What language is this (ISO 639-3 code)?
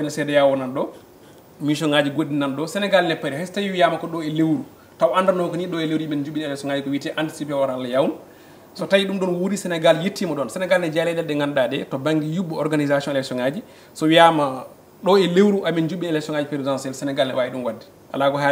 ful